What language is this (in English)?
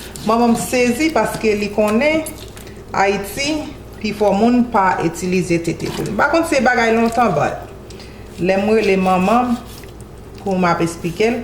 Haitian Creole